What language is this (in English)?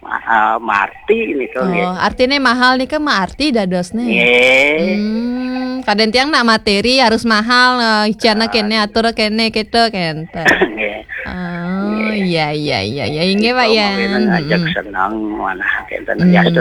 Balinese